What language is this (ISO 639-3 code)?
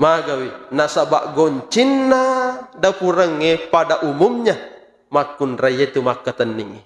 bug